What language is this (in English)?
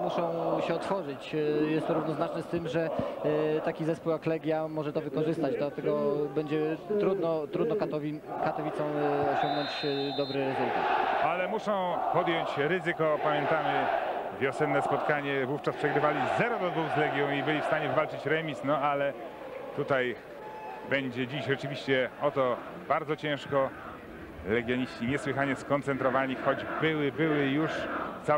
Polish